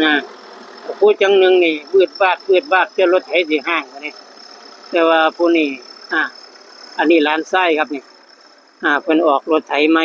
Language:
Northeastern Thai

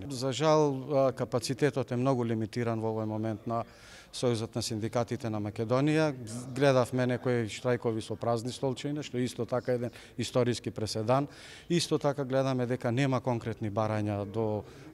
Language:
Macedonian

